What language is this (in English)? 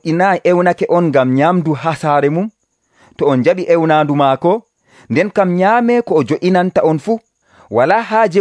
Nigerian Fulfulde